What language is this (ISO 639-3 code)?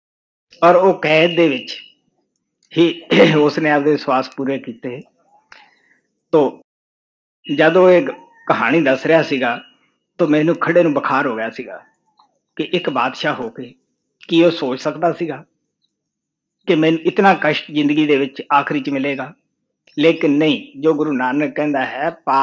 pan